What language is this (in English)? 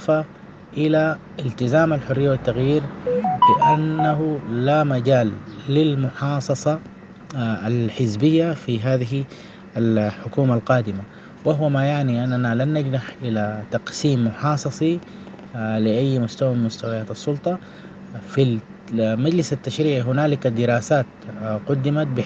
Sudanese Arabic